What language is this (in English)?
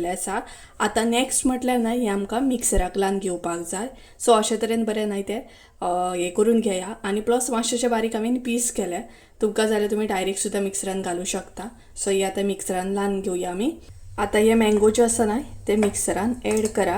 Konkani